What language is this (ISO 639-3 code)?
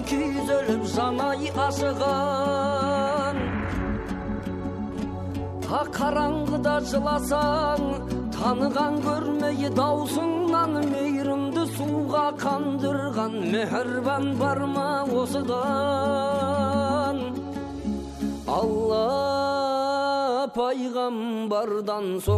kaz